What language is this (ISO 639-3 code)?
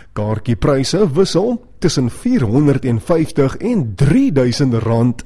afr